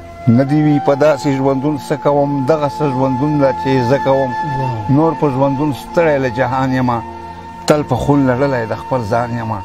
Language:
Pashto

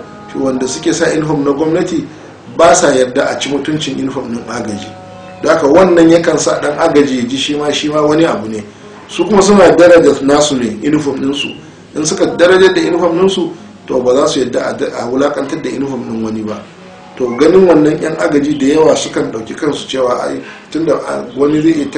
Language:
Hausa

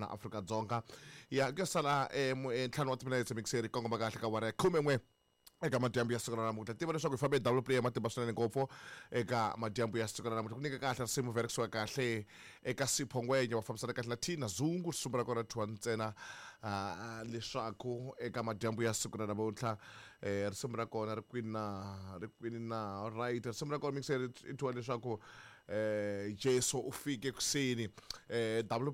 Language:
Tsonga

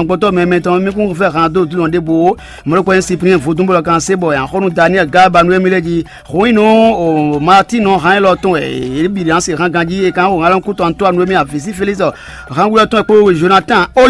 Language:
Fon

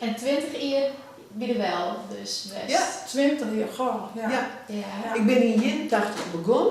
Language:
Western Frisian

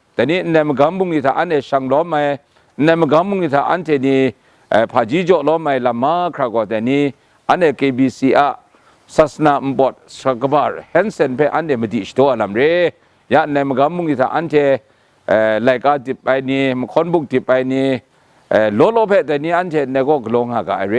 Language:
Kachin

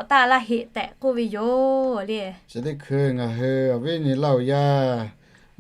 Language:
Lahu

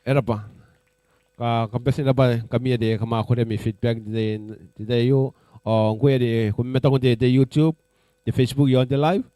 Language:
Gilbertese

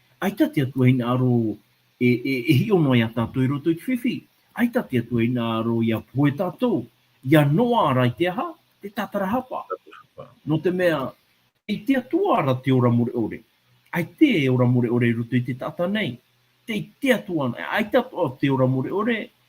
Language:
Tahitian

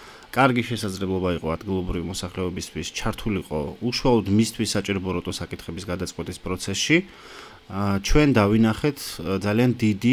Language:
Georgian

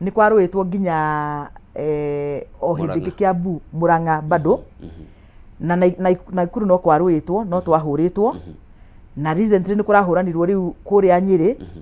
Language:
Kikuyu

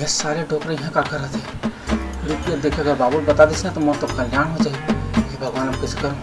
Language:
Chhattisgarhi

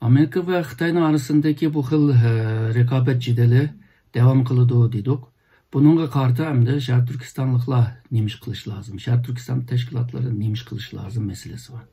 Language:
Uyghur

